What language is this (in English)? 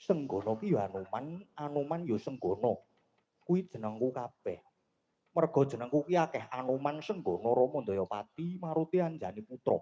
Javanese